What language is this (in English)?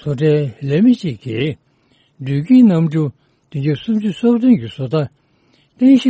Tibetan